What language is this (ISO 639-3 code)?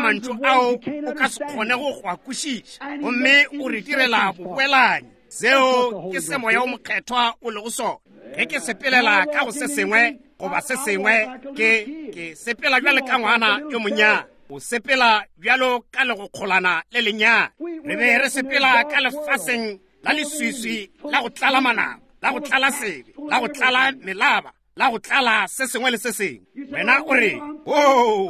nso